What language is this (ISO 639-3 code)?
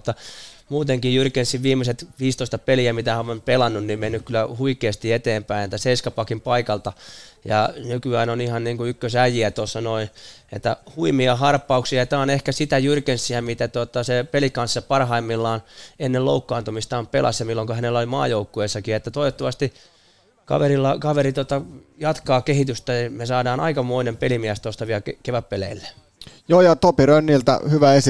fin